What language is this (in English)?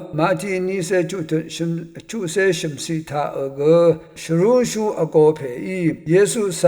Rawang